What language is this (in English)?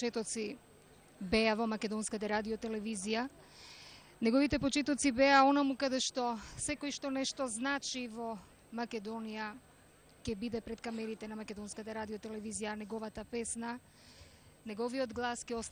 Macedonian